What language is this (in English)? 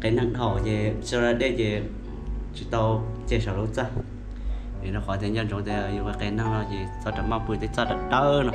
Hmong